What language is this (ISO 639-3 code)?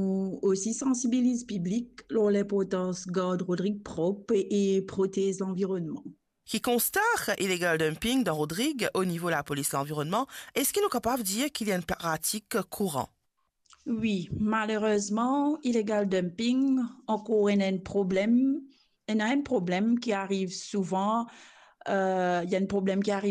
mfe